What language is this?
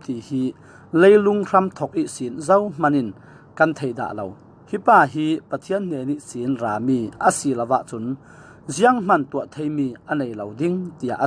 Falam Chin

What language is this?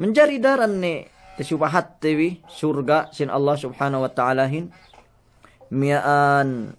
Yakan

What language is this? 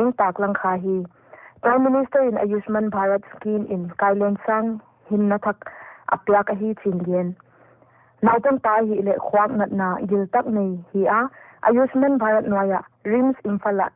Paite Chin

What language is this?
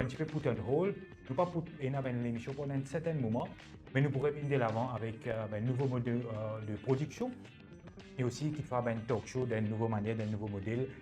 Morisyen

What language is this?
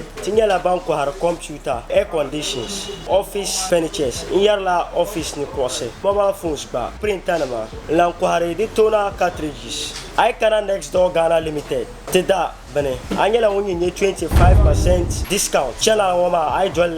Dagbani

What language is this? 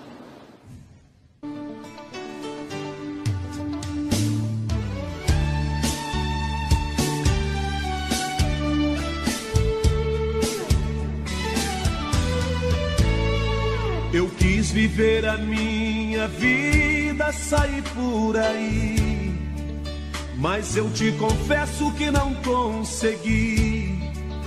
Portuguese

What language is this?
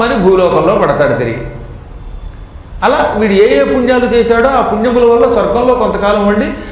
Telugu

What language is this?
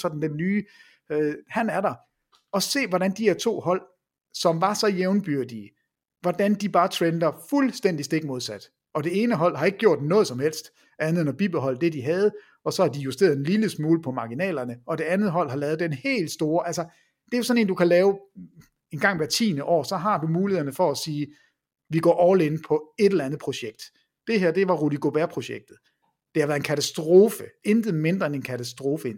Danish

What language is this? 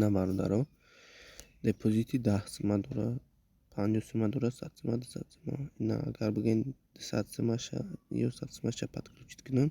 Tajik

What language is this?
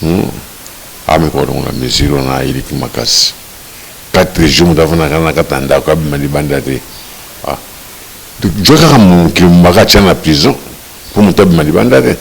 Lingala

